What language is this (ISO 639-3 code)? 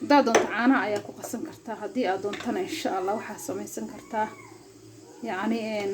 som